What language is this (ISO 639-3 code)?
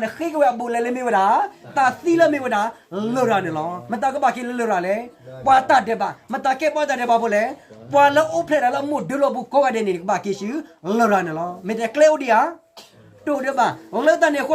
ksw